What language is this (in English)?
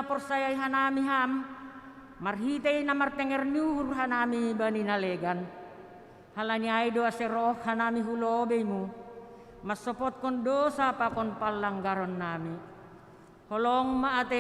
Batak Simalungun